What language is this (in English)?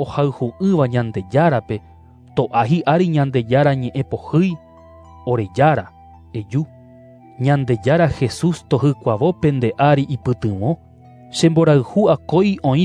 Guarani